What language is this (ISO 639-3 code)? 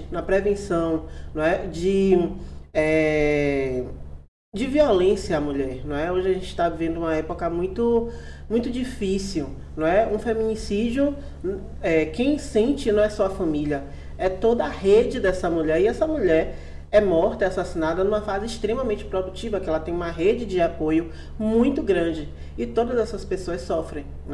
por